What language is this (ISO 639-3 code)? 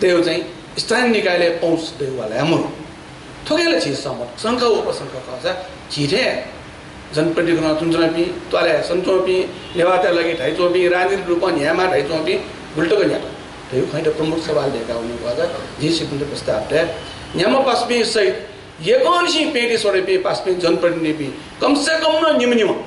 new